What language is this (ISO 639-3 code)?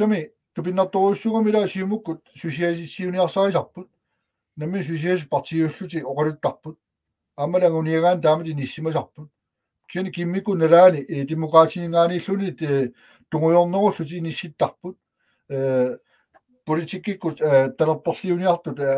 kal